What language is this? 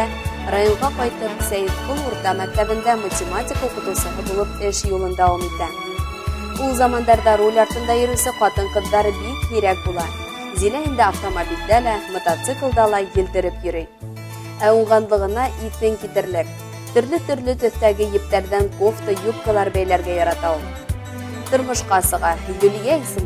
Bashkir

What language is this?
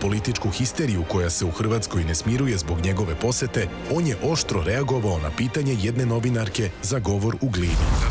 Serbian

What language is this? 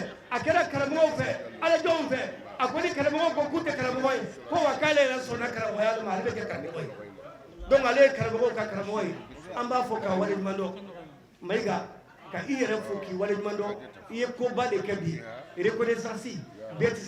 Bambara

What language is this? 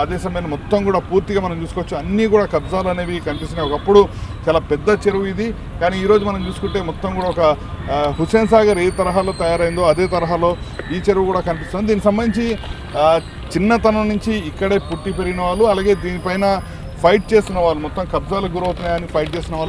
Telugu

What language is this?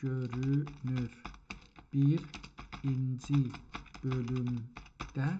South Azerbaijani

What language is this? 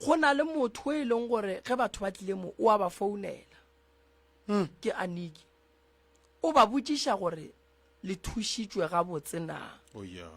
Northern Sotho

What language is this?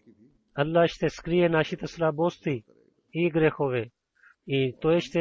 Bulgarian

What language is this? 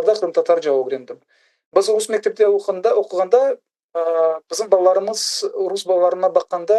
Crimean Tatar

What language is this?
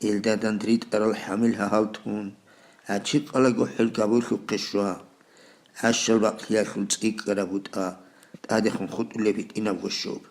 Avaric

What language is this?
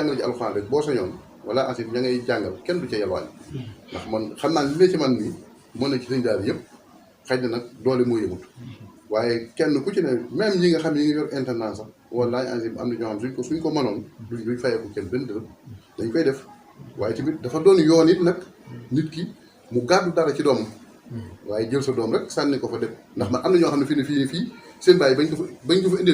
Wolof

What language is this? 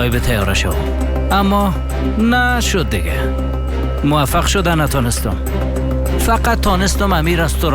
Persian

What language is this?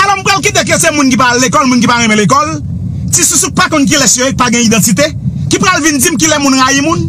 Haitian Creole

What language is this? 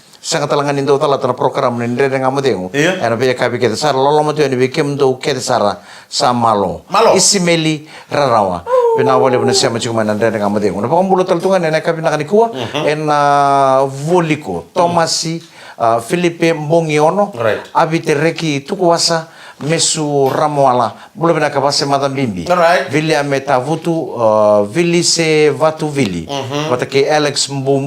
Fijian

